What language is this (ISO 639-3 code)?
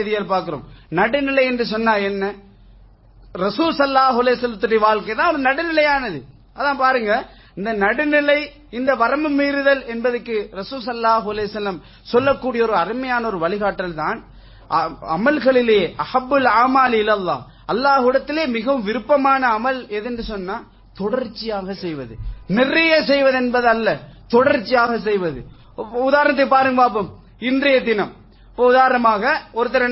tam